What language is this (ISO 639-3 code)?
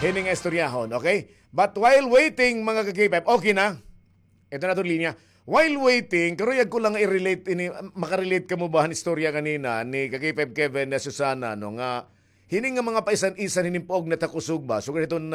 war